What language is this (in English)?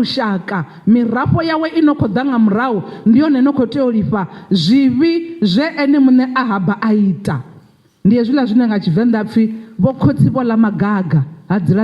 Venda